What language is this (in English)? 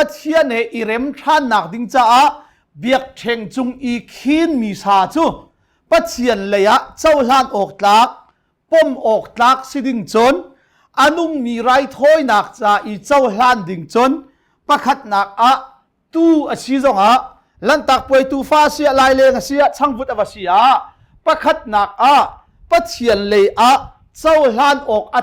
Hakha Chin